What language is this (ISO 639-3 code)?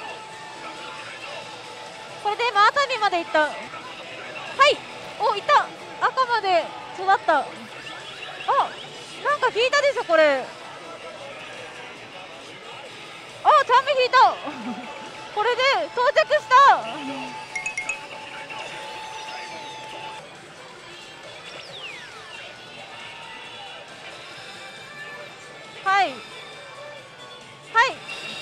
jpn